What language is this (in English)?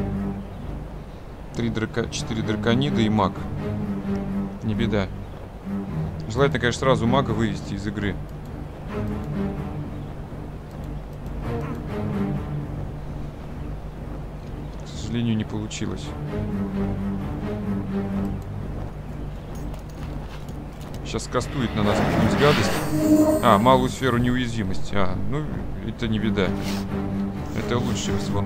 Russian